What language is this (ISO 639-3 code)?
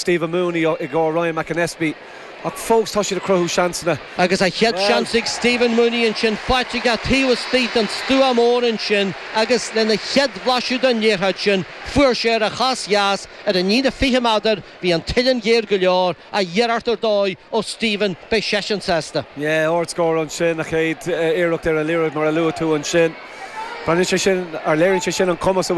gle